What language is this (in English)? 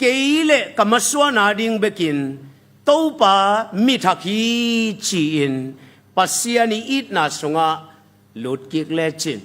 Tedim Chin